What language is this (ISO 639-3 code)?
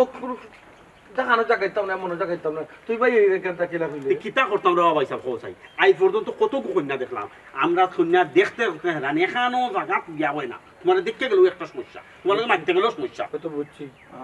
syl